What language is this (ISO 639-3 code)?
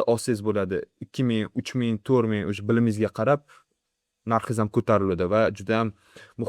uzb